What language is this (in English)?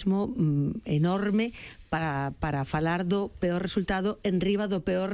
Galician